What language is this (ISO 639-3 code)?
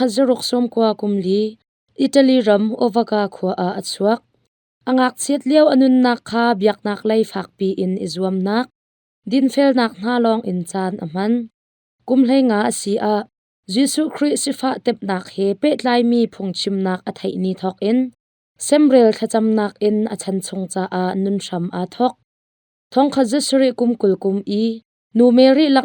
cnh